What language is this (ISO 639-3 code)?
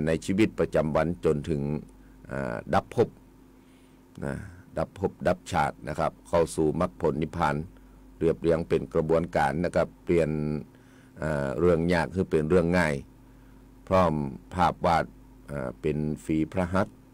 tha